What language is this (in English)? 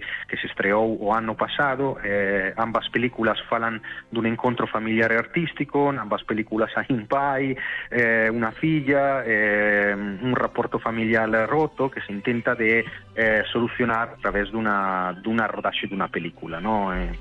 Galician